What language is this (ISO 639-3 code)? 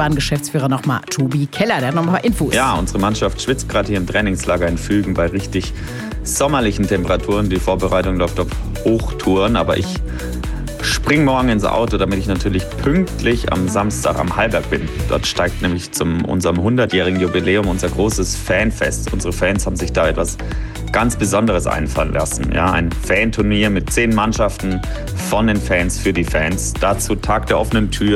deu